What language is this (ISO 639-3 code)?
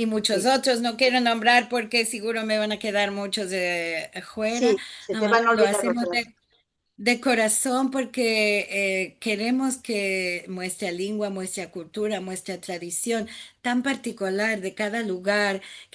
lad